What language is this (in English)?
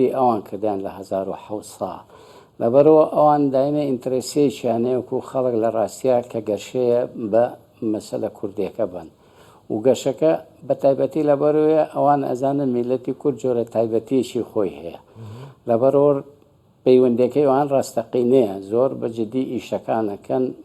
Central Kurdish